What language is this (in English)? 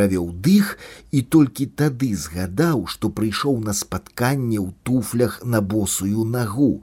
Belarusian